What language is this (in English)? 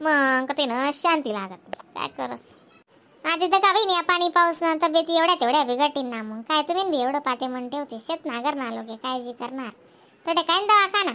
Khandesi